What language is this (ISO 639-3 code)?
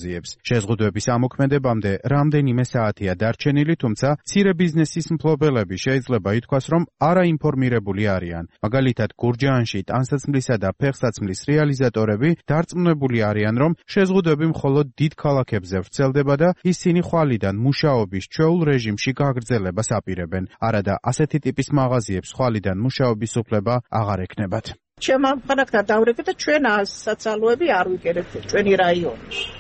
kat